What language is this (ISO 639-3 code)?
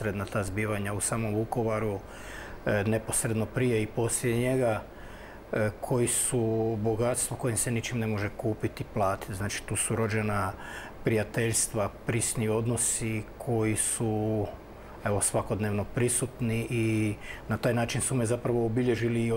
hrv